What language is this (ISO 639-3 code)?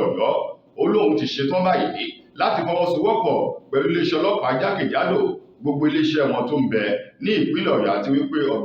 yor